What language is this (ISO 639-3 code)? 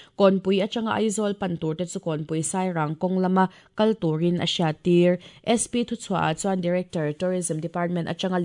lus